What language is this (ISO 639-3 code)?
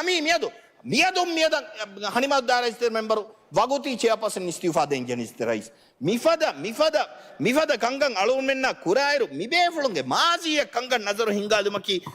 div